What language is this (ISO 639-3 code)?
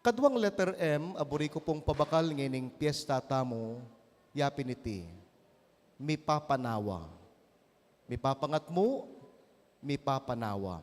pam